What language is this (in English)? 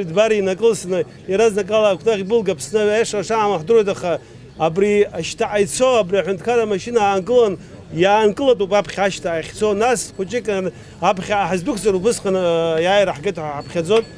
Abkhazian